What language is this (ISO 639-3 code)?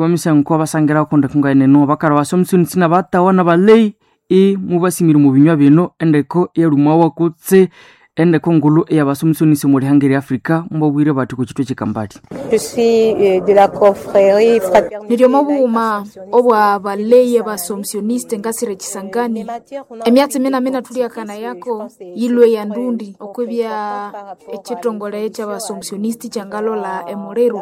nnb